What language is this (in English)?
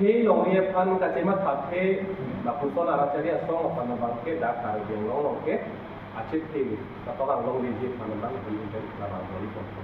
Karbi